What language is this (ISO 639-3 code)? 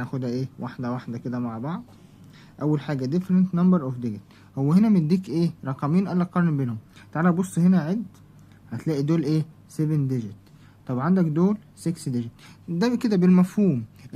arz